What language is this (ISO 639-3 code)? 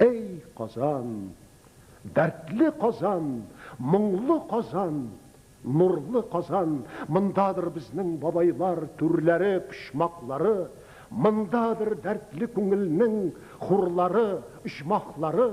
tat